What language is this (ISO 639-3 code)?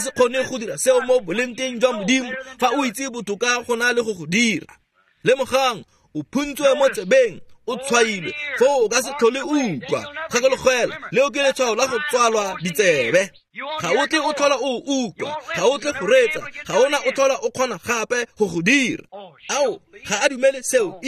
tsn